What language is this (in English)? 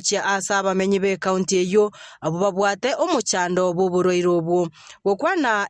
Gusii